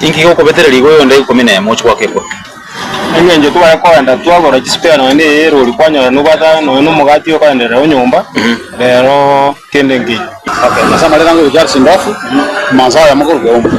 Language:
Gusii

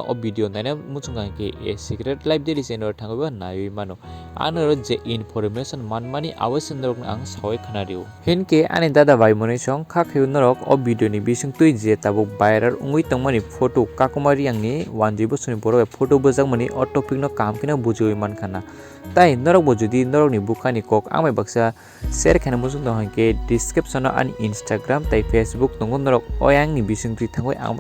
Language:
Kok Borok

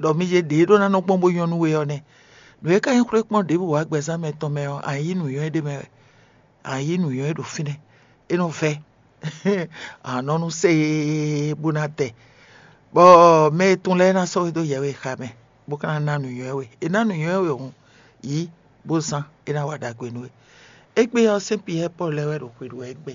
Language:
Fon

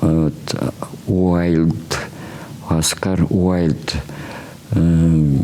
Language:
Chuvash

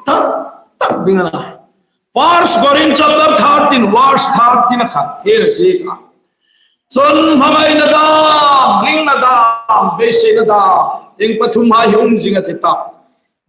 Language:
Hmar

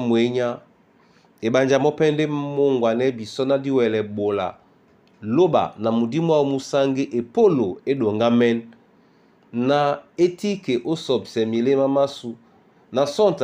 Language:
Duala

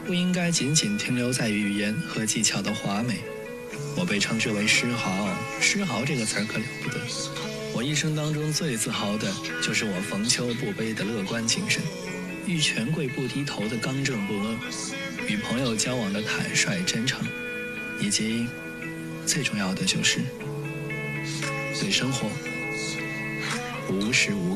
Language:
Chinese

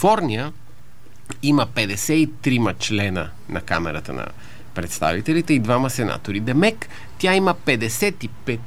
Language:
Bulgarian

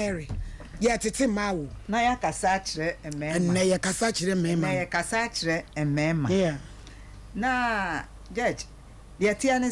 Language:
Akan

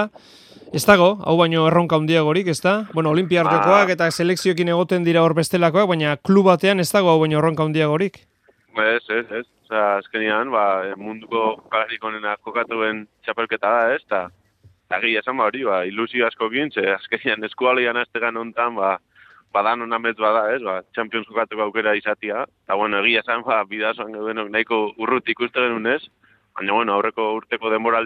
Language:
Basque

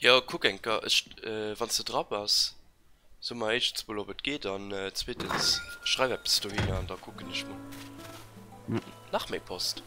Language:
Luxembourgish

